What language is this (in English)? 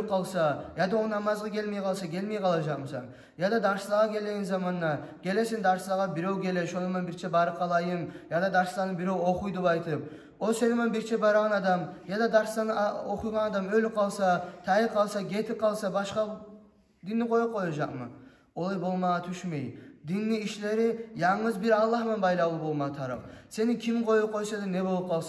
Kumyk